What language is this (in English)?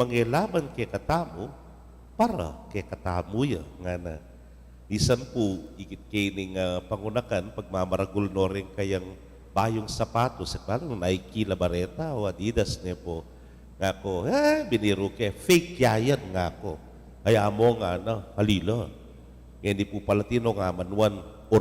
Pampanga